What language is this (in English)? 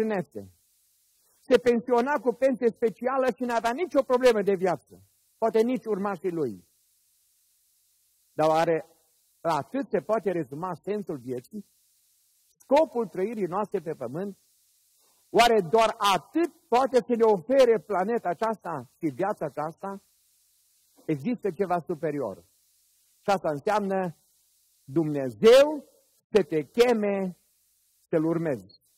Romanian